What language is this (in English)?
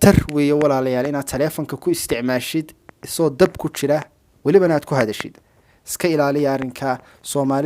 Somali